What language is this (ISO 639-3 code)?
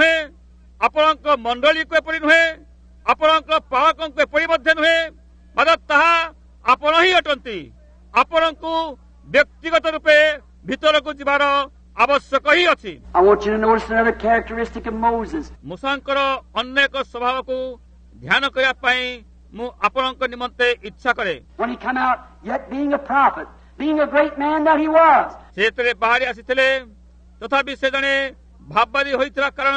ori